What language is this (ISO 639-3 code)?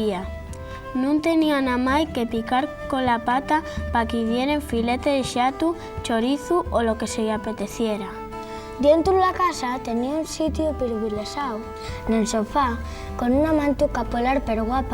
ast